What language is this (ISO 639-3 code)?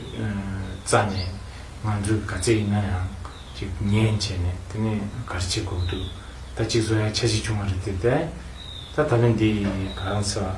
bod